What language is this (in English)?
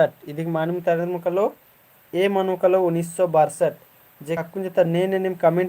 Kurukh